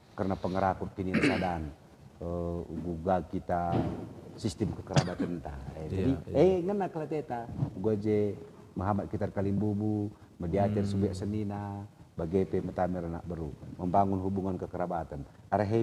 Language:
Batak Karo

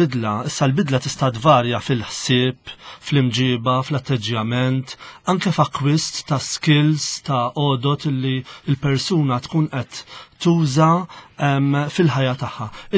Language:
Maltese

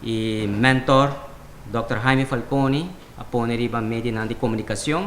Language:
Papiamento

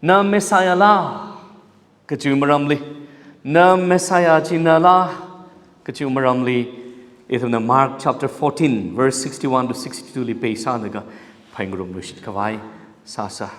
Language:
Tangkhul Naga (India)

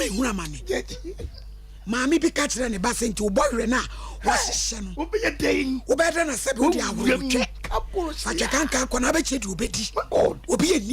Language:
Akan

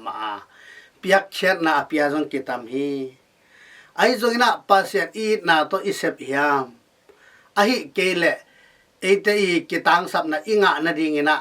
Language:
Tedim Chin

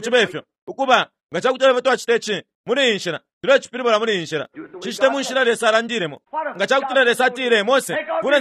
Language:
Bemba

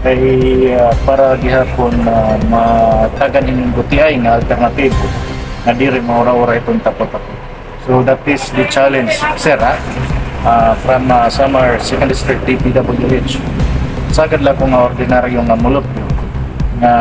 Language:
Waray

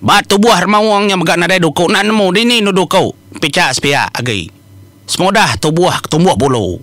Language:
Iban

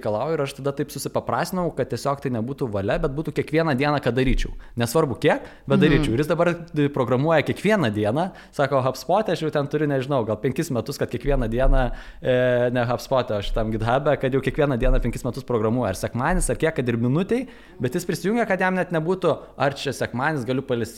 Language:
Lithuanian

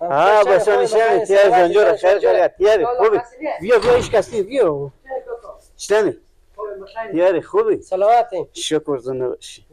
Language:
Persian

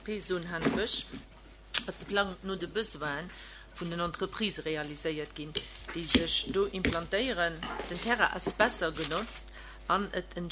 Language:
Luxembourgish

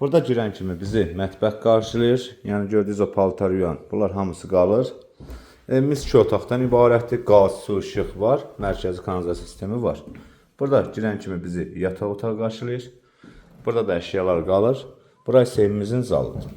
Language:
Azerbaijani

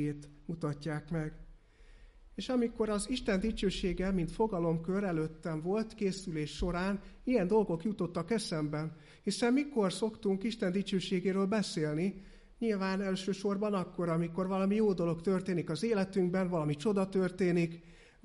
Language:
Hungarian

